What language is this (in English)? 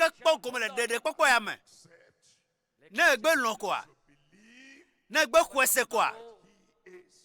Ewe